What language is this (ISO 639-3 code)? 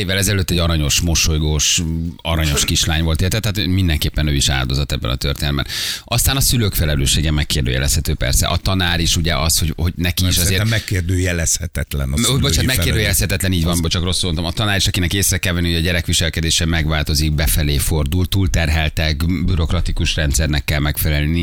hun